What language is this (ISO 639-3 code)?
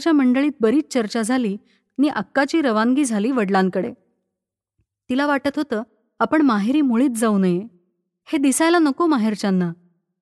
mar